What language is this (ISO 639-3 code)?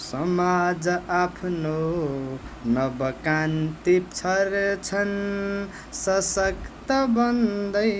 nep